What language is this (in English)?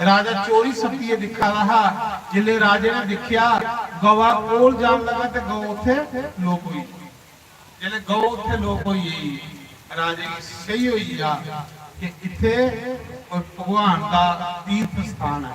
Dogri